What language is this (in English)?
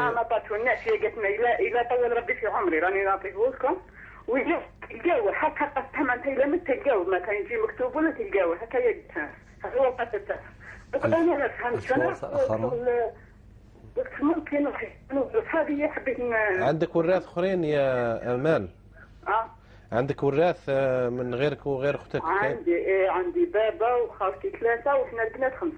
Algerian Arabic